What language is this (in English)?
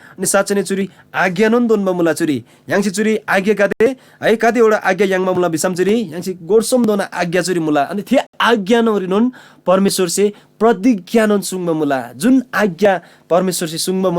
Eastern Tamang